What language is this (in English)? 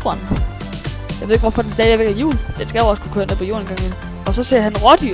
Danish